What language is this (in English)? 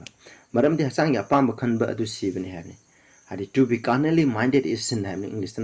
Manipuri